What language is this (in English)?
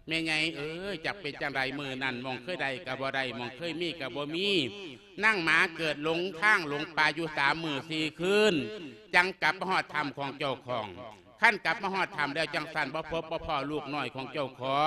Lao